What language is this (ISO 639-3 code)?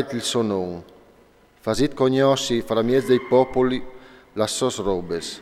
fur